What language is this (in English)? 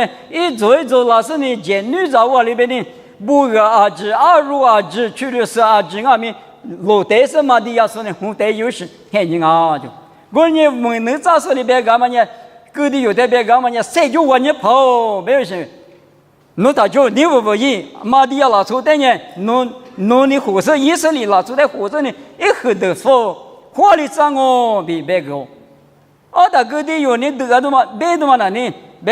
Lisu